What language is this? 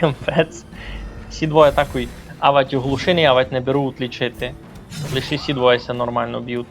Rusyn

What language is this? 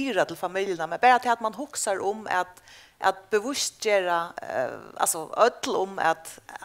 Faroese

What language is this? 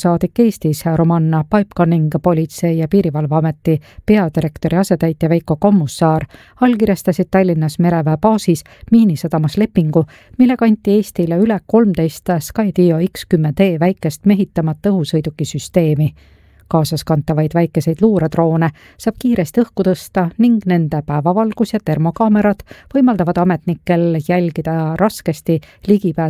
Estonian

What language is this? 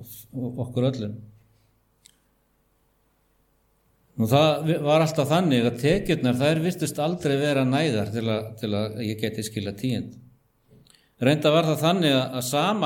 Icelandic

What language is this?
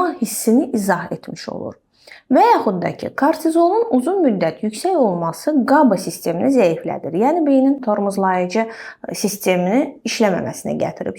Azerbaijani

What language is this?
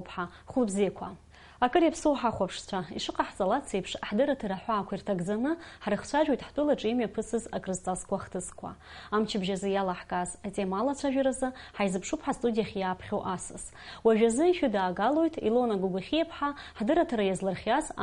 Abkhazian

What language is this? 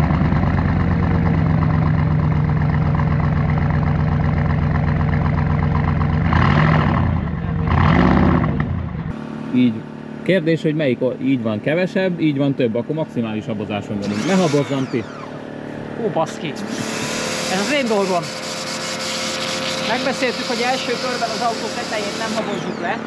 Hungarian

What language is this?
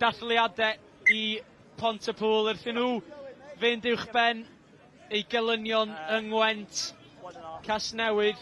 Welsh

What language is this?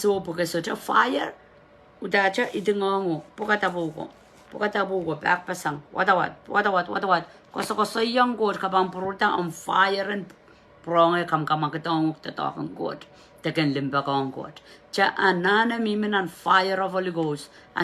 Pohnpeian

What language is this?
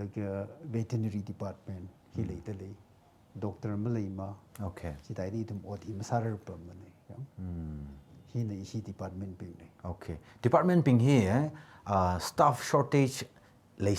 Tangkhul Naga (India)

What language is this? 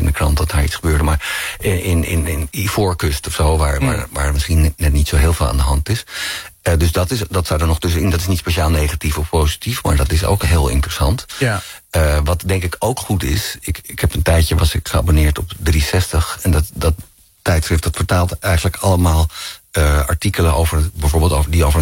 Dutch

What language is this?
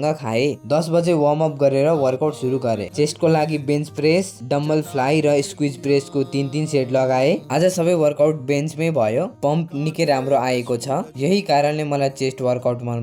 Nepali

